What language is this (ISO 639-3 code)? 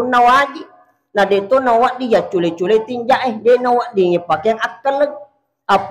bug